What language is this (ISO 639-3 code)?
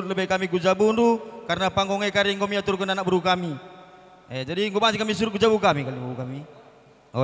btx